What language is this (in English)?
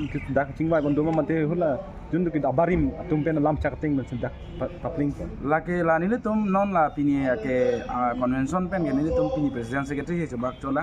Karbi